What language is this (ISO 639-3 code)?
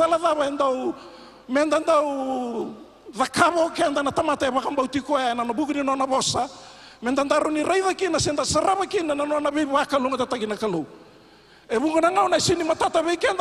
fij